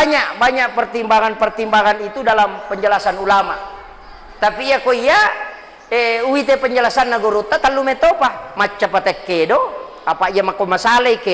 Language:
Buginese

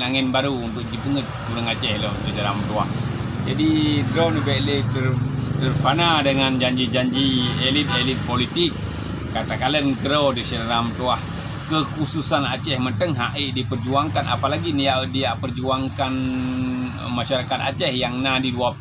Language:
Achinese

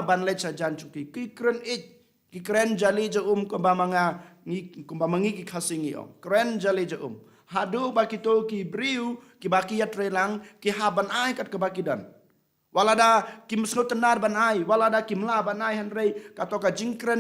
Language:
Khasi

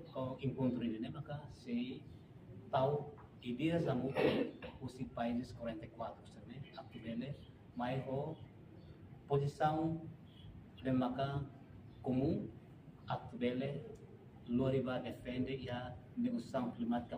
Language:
Tetum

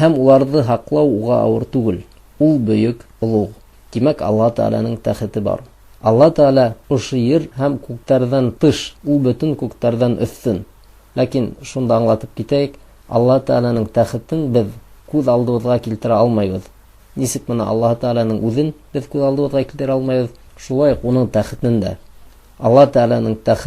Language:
Bashkir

